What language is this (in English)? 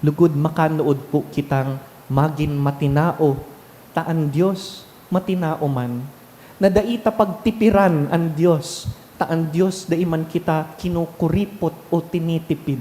Bikol